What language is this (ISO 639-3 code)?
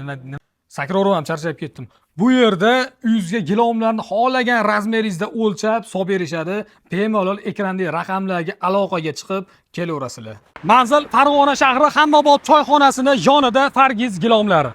uzb